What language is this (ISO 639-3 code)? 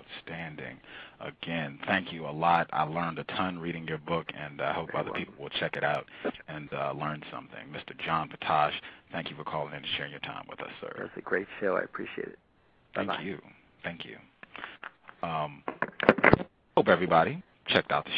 eng